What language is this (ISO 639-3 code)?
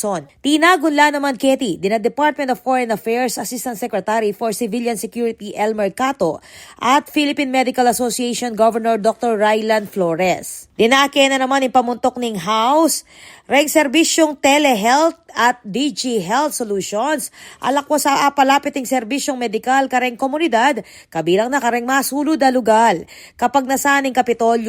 pam